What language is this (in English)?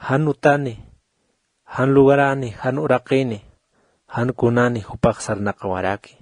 Aymara